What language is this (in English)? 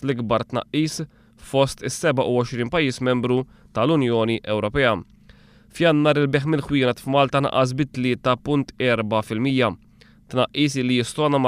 Maltese